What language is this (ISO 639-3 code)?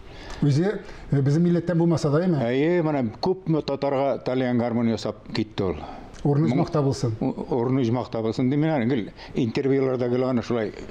tat